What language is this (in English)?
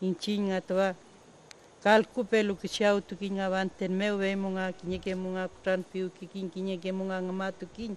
Mapuche